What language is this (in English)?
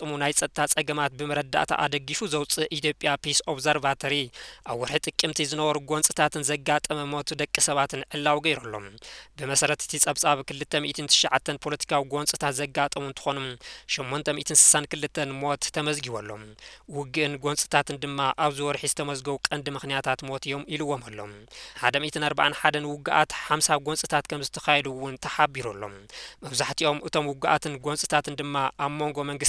Tigrinya